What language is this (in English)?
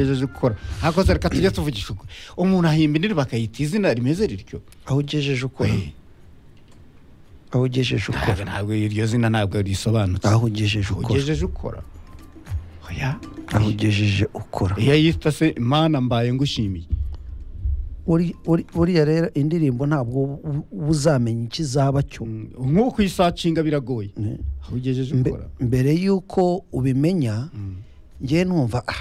Kinyarwanda